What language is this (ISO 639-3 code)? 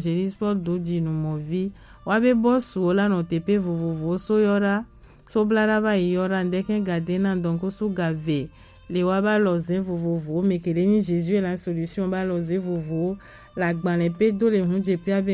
gej